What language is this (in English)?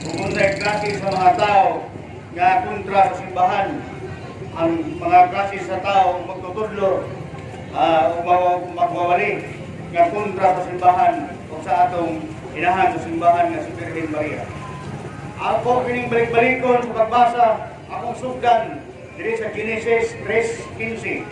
Cebuano